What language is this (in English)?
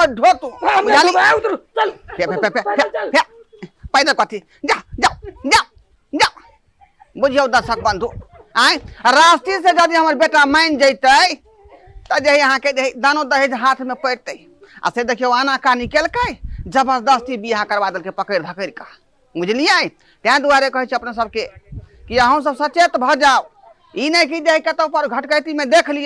Maithili